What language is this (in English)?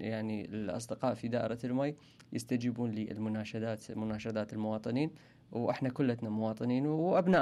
Mesopotamian Arabic